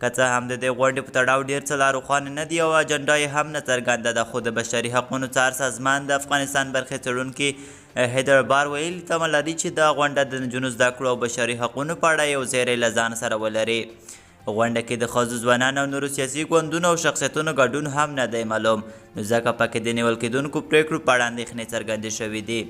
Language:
Pashto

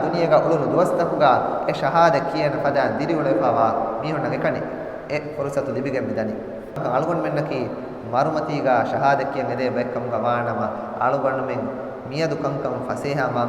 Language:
Divehi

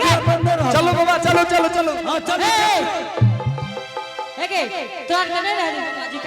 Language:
Angika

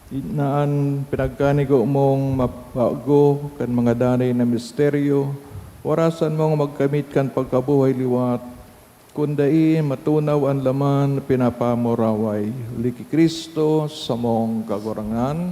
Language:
Bikol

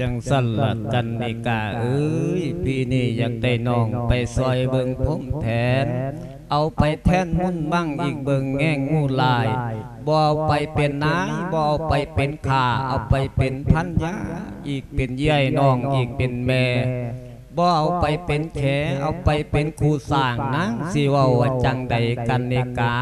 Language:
Lao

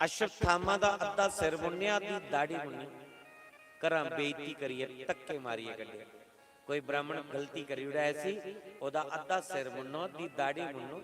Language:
Dogri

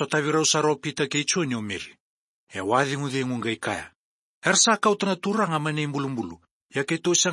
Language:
Fijian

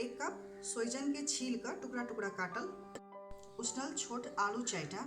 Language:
Maithili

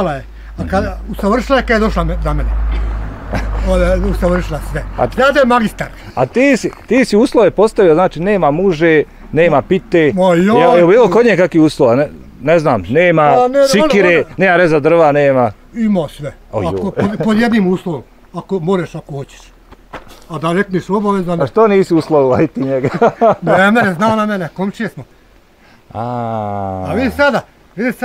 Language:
Bosnian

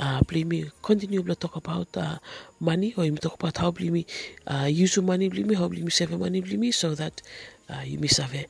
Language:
Bislama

